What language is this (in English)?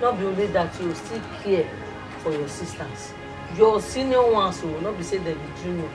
Nigerian Pidgin